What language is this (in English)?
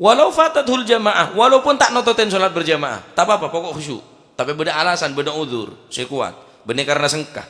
Madurese